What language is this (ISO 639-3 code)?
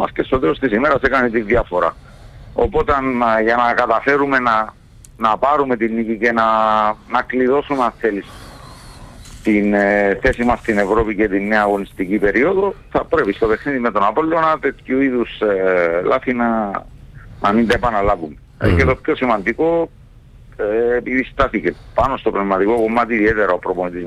ell